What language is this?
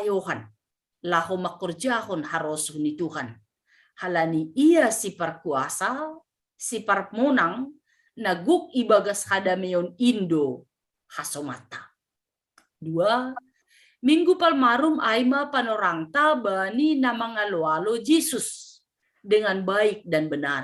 Batak Simalungun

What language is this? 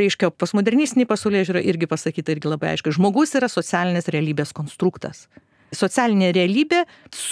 Lithuanian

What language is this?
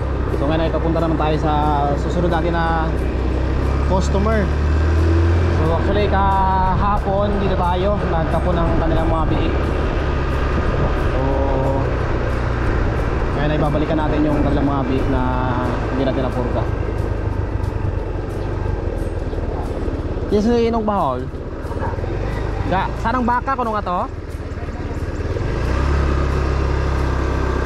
Filipino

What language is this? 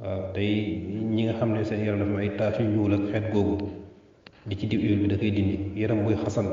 Wolof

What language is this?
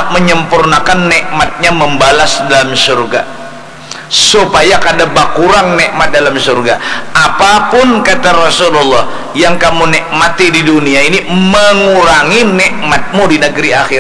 Banjar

